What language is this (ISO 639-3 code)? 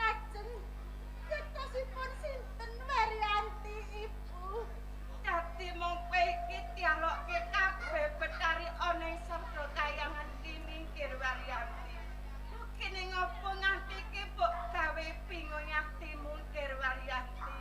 jav